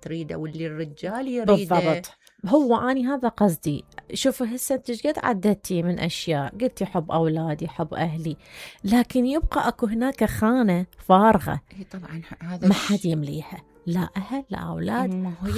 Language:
Mesopotamian Arabic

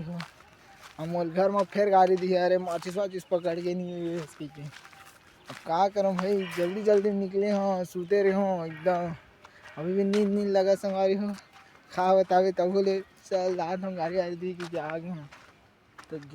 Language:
Chhattisgarhi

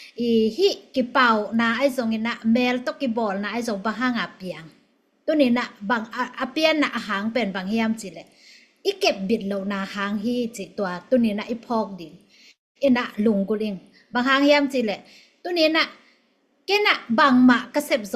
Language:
Tedim Chin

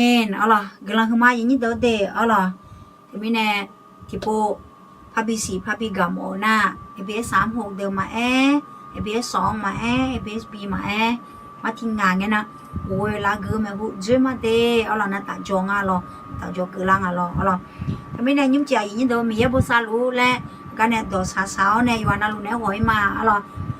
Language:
Akha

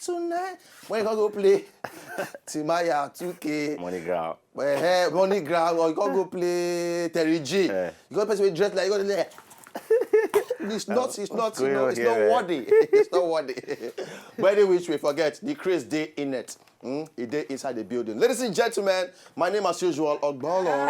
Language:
Nigerian Pidgin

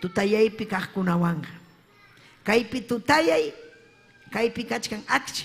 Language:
Ayacucho Quechua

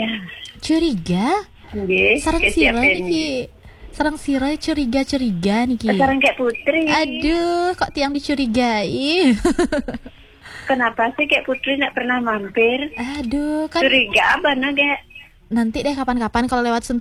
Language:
Balinese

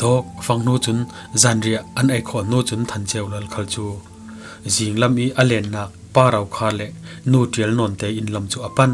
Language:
Falam Chin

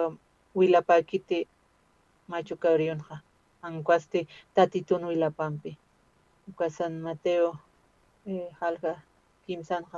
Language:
Aymara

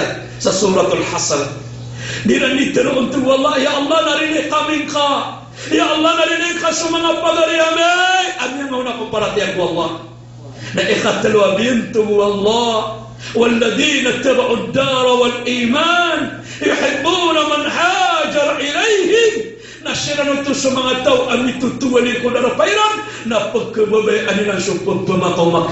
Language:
Maranao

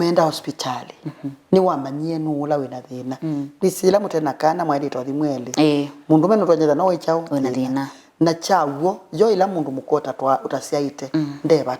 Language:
Kamba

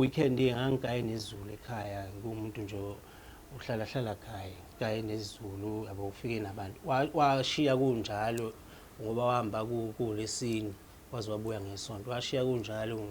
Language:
Zulu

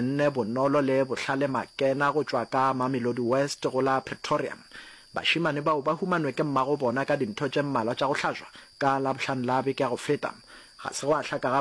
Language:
Northern Sotho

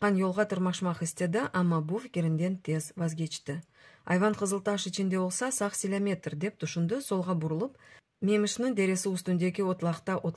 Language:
Crimean Tatar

